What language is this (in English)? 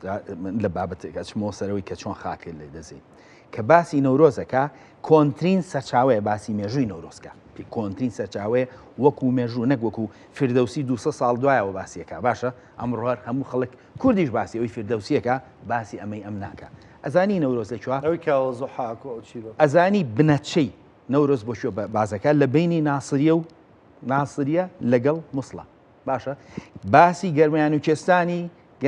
Central Kurdish